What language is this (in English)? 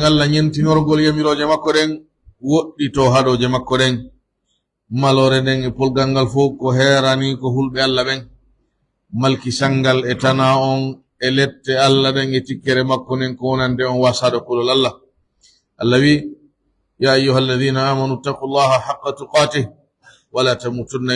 Pular